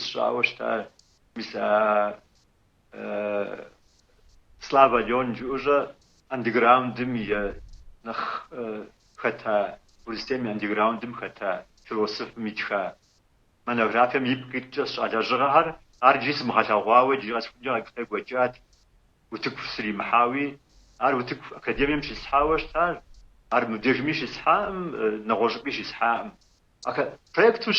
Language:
Kabardian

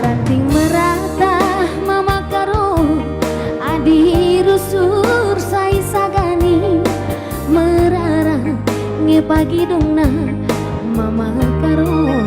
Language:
Batak Karo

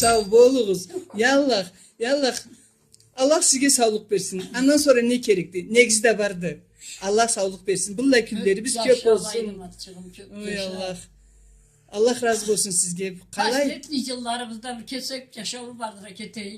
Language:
Karachay-Balkar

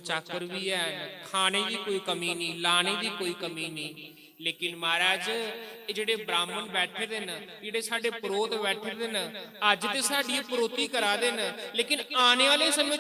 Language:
Dogri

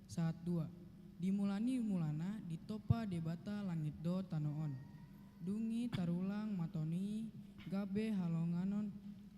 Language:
Batak Toba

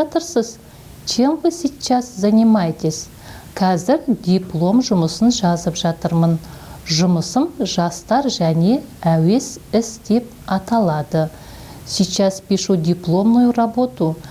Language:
Kazakh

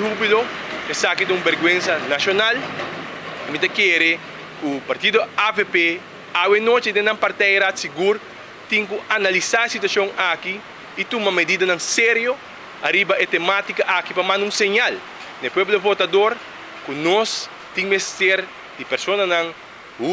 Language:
Papiamento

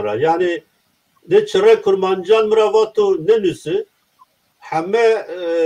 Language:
Zaza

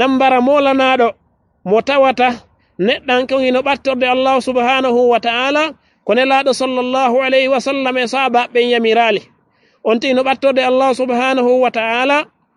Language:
Fula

